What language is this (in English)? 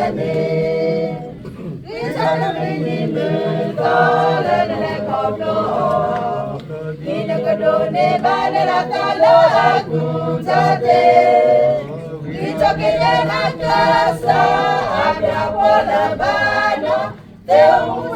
S'gaw Karen